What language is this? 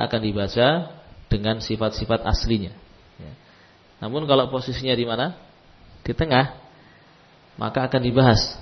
Indonesian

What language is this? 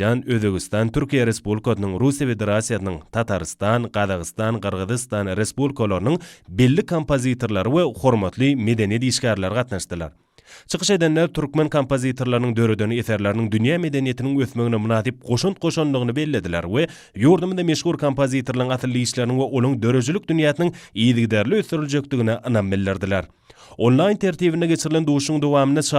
Turkmen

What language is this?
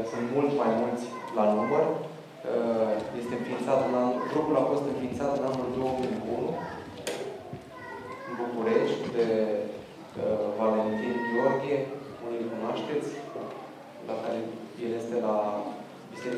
Romanian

